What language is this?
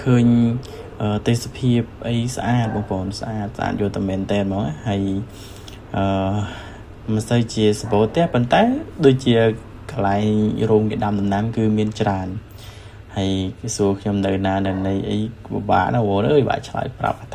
Khmer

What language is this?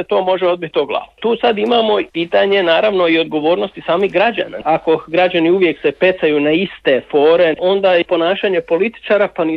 Croatian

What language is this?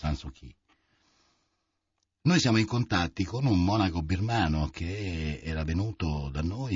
Italian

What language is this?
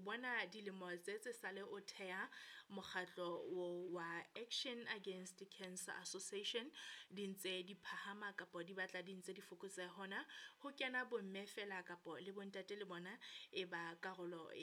Southern Sotho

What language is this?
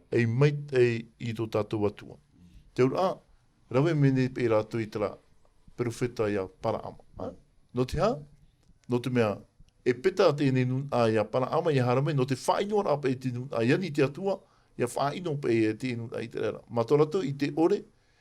Tahitian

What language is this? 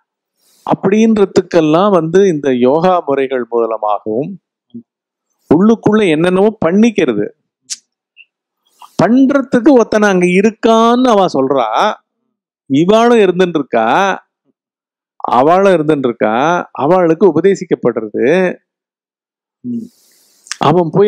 Tamil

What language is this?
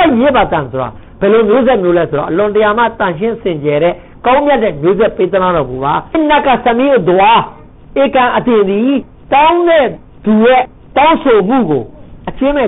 Burmese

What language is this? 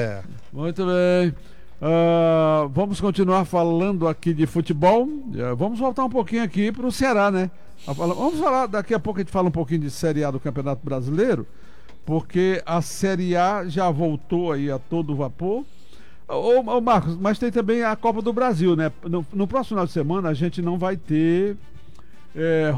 Portuguese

